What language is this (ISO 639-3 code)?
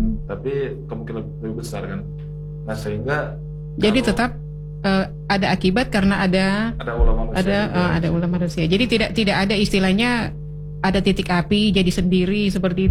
ind